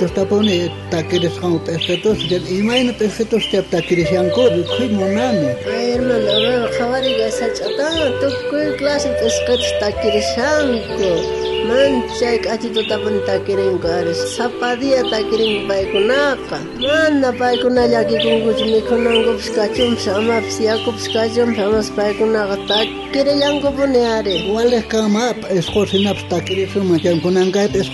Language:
South Bolivian Quechua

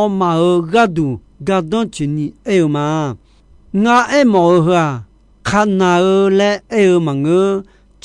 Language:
Akha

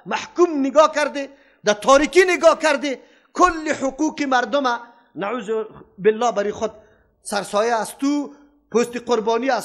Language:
Persian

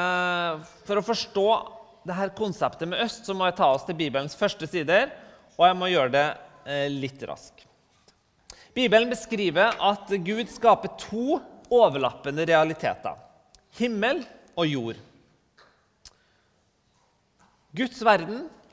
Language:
Norwegian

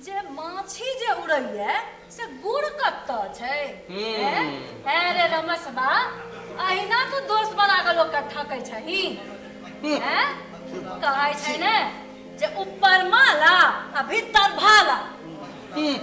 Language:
Maithili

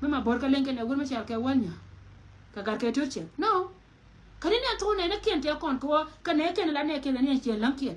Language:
Nuer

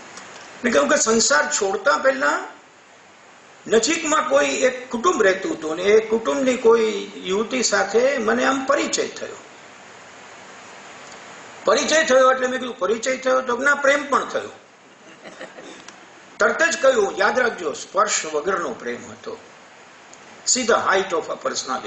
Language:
Gujarati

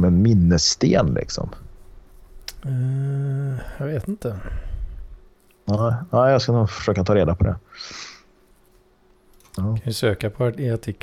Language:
Swedish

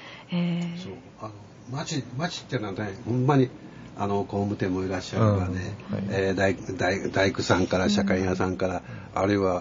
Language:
Japanese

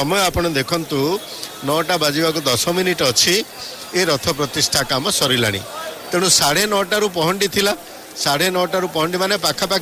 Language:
Odia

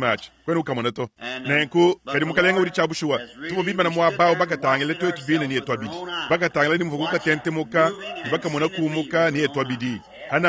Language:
Luba-Lulua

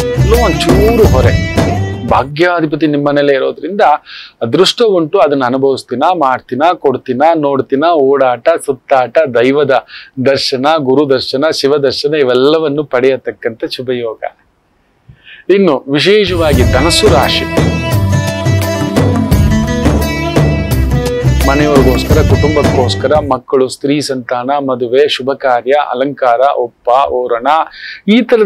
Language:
Kannada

